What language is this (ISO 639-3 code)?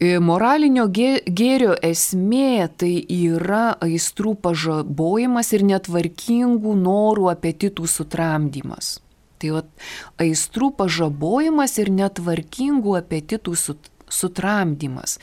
lit